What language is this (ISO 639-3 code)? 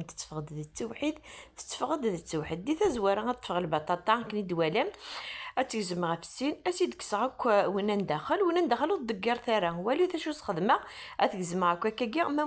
kab